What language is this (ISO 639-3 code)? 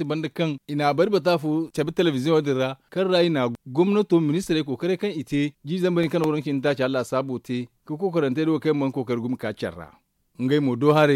dje